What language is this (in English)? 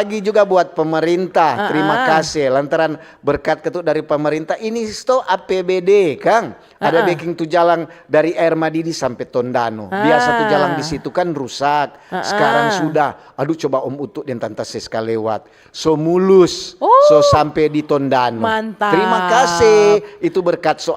Manado Malay